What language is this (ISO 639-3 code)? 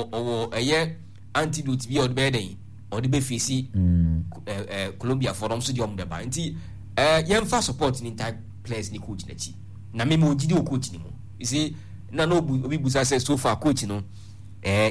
aka